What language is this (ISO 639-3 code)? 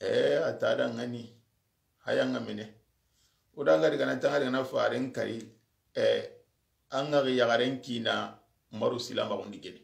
snk